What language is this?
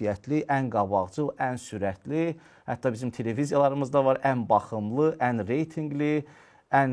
Azerbaijani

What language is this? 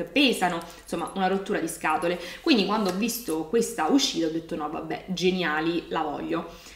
Italian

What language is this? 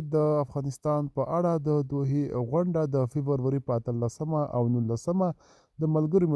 Pashto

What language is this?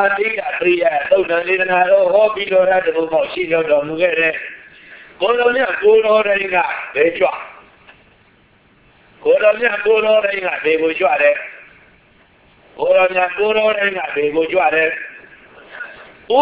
Burmese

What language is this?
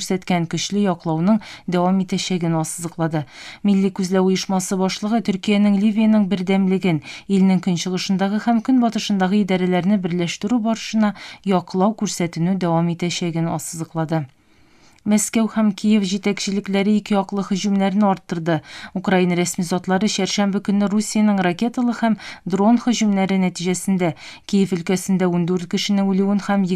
Tatar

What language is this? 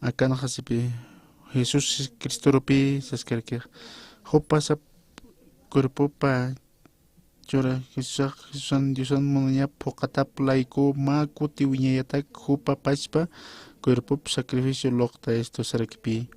Aymara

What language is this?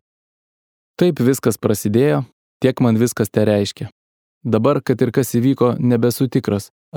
Lithuanian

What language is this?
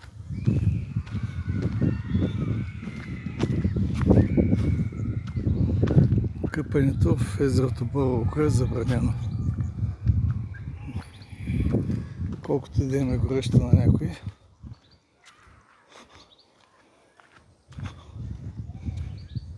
Bulgarian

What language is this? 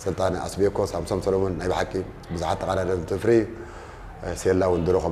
Tigrinya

